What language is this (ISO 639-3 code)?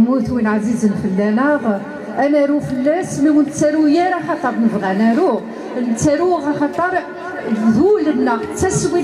kab